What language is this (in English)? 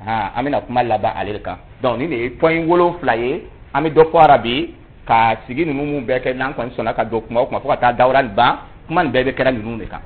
Dyula